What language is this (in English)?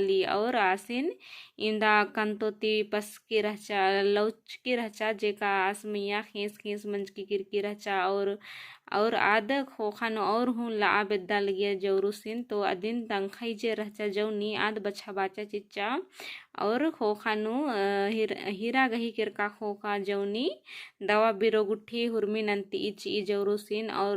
Kurukh